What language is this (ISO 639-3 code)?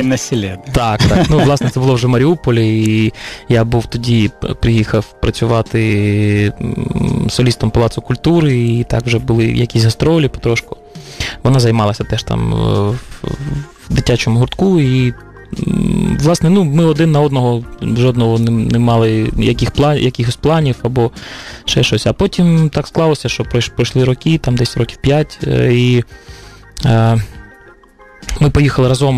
ukr